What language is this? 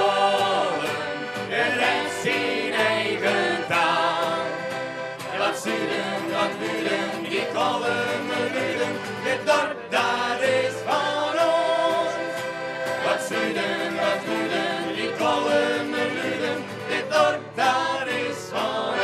Western Frisian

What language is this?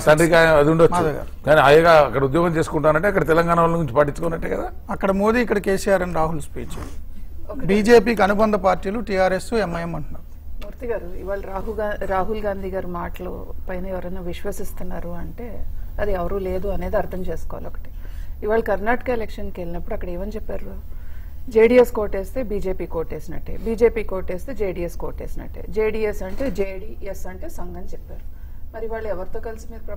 Telugu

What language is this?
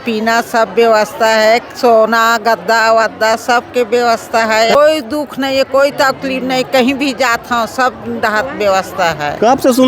Chhattisgarhi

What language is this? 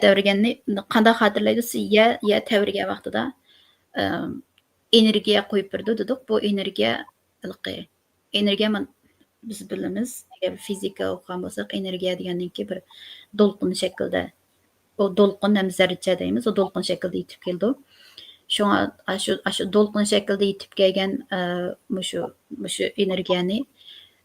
Uyghur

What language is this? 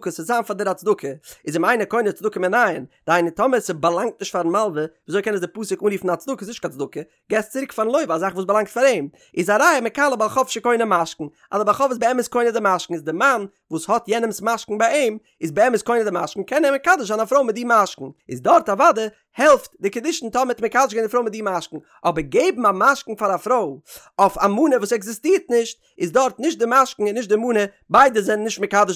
Yiddish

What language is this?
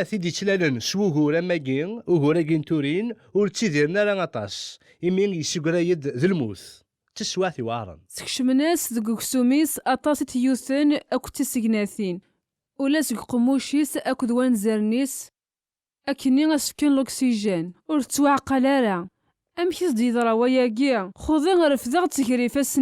Kabyle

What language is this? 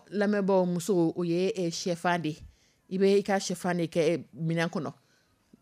Dyula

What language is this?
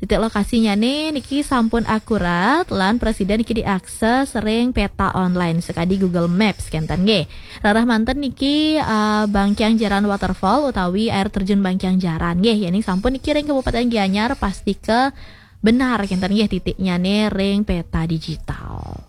Balinese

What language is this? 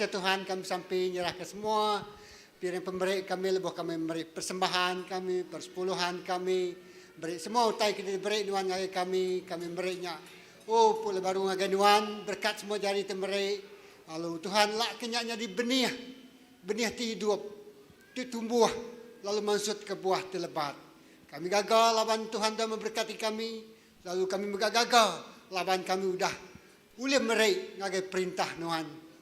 Iban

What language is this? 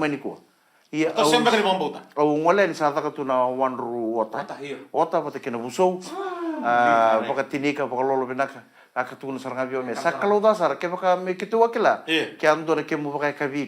Fijian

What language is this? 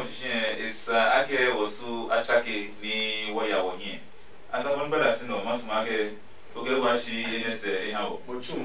Adangme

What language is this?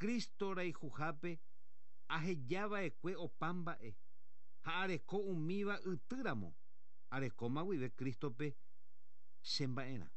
Guarani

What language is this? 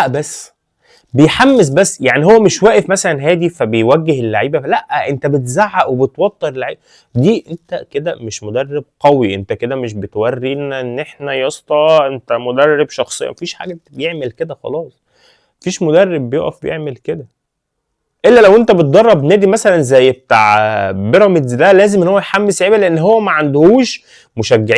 Egyptian Arabic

